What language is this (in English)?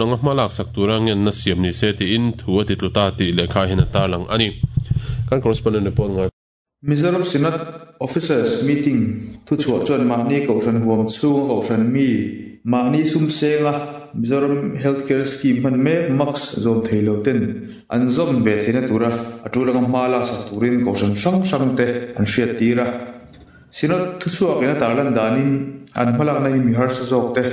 Mizo